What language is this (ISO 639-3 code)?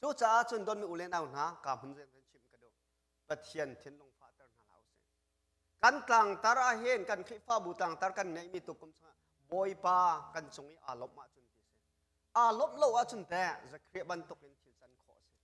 cnh